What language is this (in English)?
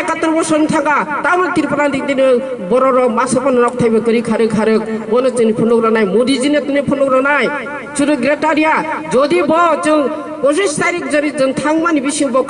Kok Borok